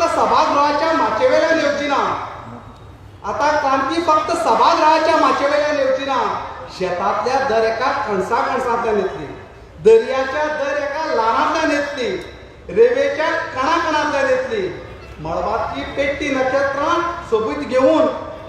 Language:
Konkani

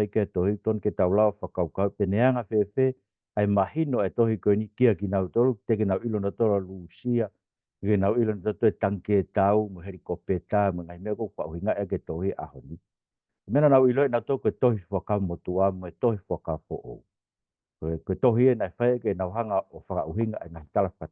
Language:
Tongan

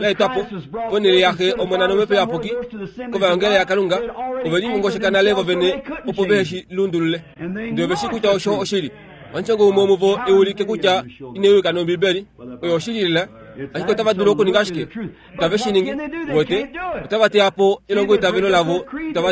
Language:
Kuanyama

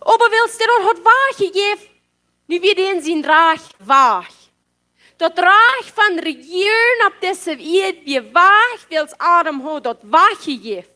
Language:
Plautdietsch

